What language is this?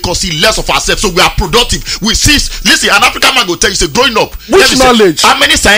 Nigerian Pidgin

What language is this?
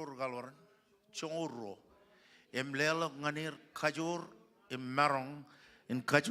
Marshallese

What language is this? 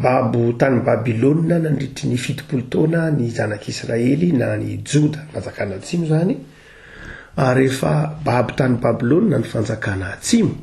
Malagasy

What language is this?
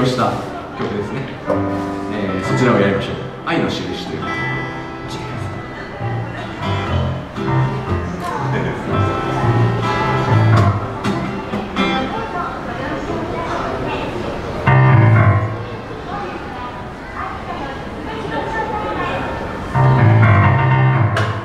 Japanese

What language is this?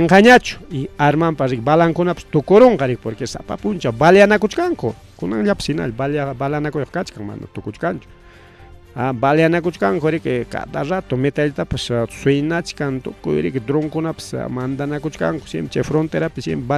Ayacucho Quechua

